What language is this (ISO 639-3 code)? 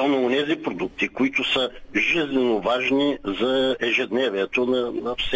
bul